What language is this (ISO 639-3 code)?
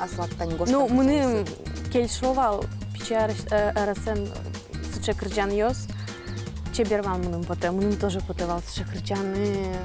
udm